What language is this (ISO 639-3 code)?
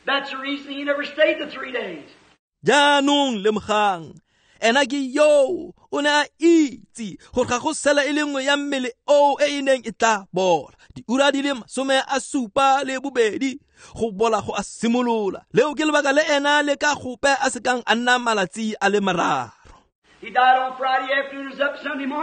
tsn